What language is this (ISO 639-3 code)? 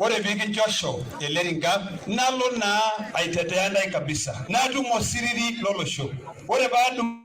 mas